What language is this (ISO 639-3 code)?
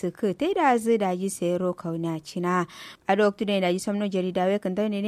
kau